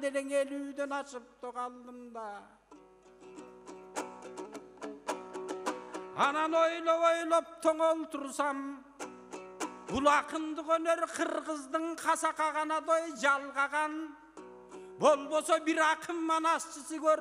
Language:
Kyrgyz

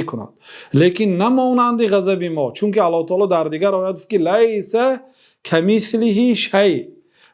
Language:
Persian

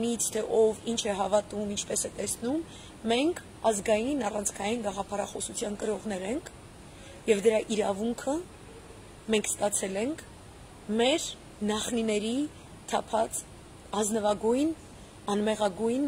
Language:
Armenian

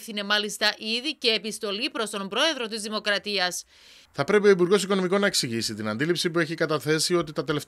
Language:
Greek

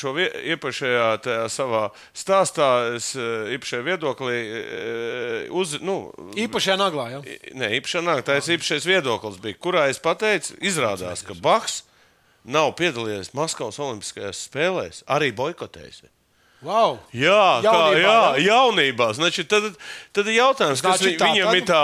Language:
Latvian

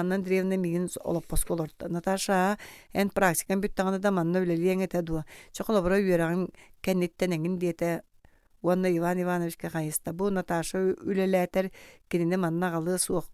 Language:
Yakut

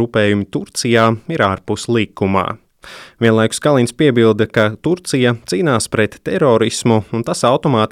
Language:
Latvian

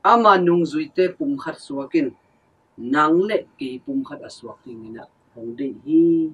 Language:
Tedim Chin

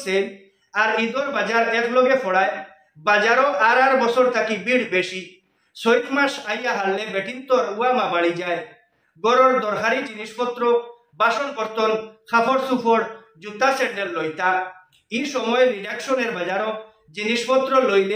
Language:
Sylheti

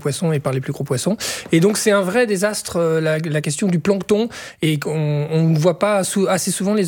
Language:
French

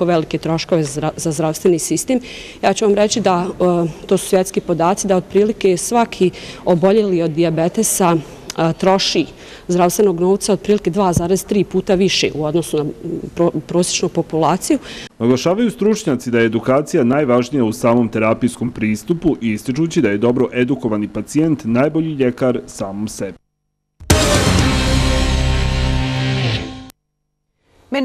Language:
Bosnian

